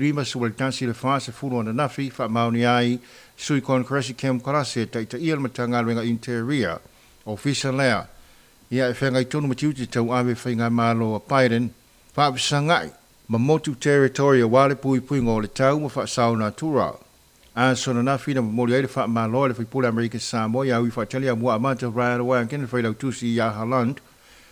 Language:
Samoan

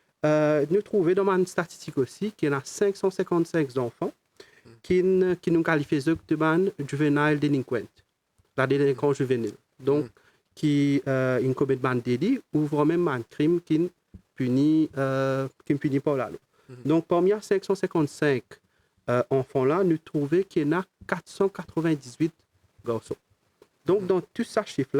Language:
Morisyen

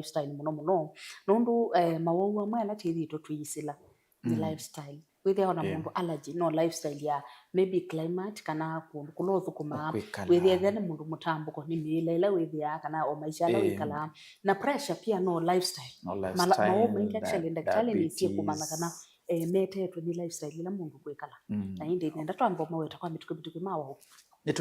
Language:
Kamba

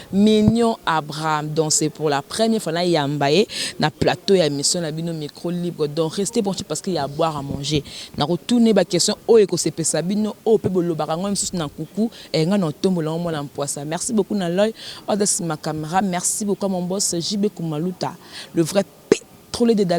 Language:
Lingala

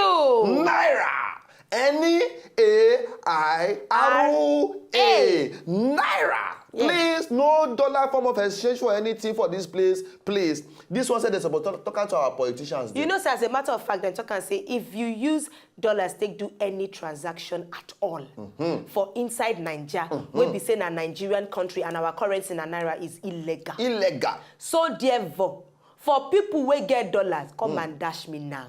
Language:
Nigerian Pidgin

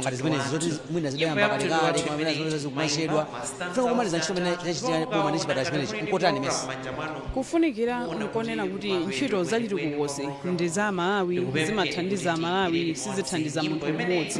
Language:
Nyanja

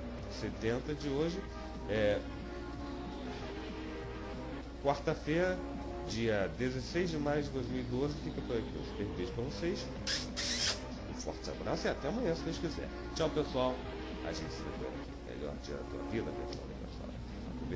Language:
Portuguese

